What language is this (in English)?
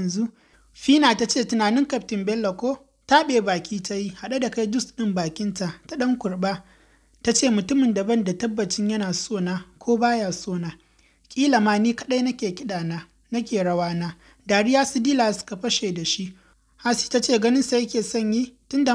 Hausa